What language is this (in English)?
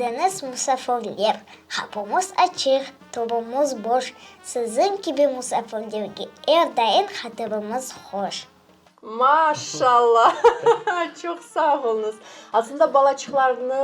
Crimean Tatar